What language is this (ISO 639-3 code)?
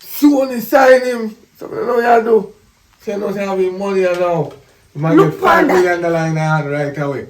jam